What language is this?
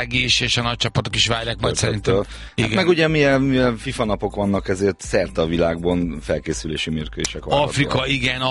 Hungarian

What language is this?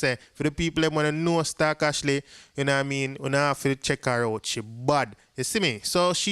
Jamaican Creole English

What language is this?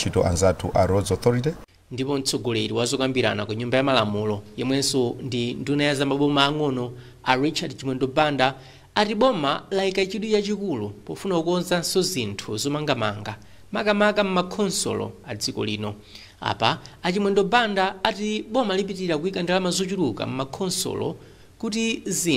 Nyanja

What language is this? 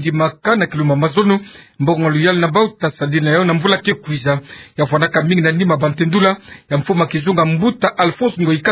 Kituba (Democratic Republic of Congo)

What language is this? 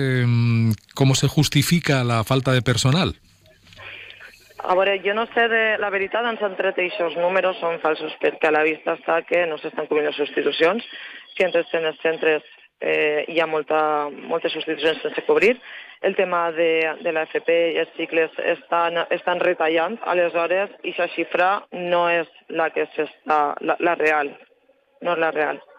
Catalan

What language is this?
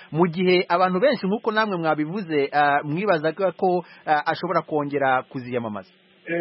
Kinyarwanda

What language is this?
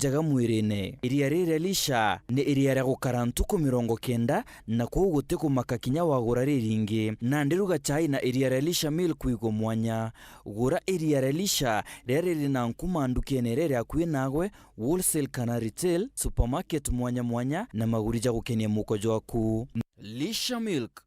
Meru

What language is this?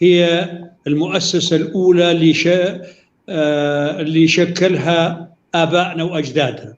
North Levantine Arabic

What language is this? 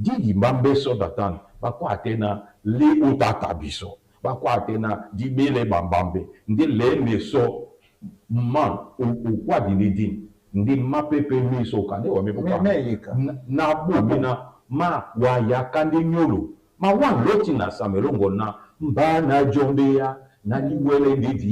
Duala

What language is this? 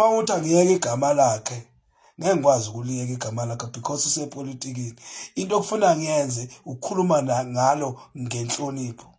Zulu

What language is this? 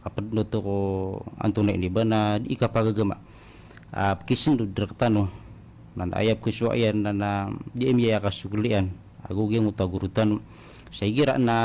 Maranao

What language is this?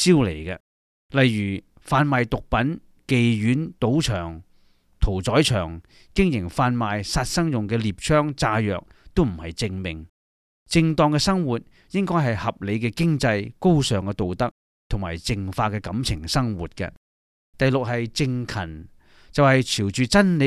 Cantonese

